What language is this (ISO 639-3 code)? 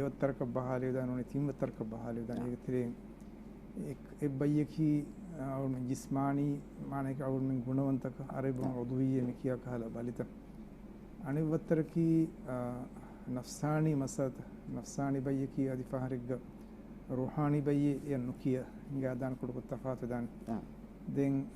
div